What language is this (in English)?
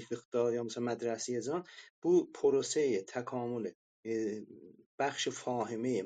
South Azerbaijani